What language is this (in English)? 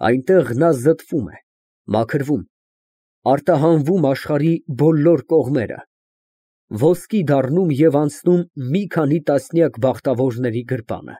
Armenian